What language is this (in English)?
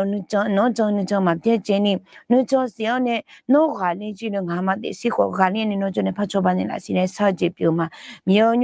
Akha